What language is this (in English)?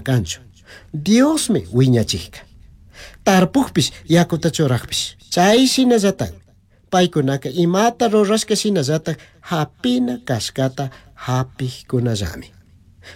Chimborazo Highland Quichua